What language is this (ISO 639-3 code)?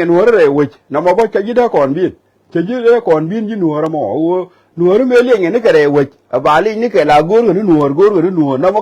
nus